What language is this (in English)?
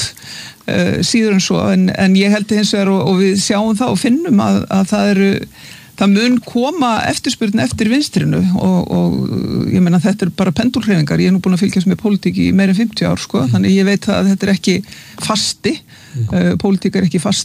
Icelandic